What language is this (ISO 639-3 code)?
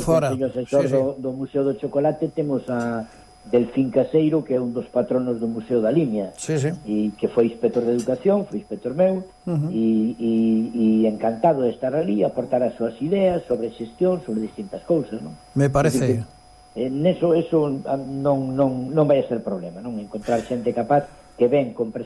glg